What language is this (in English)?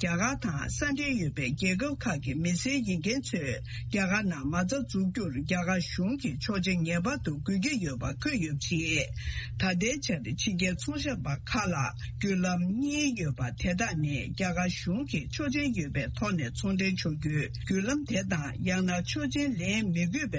Tibetan